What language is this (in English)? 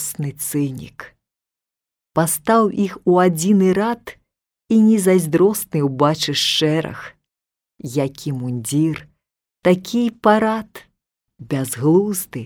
Belarusian